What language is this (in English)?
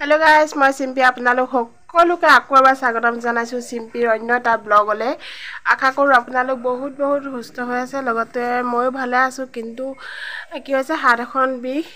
Assamese